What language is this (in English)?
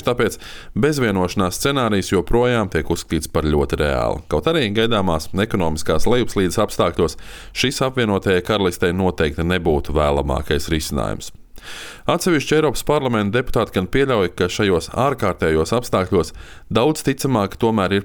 Latvian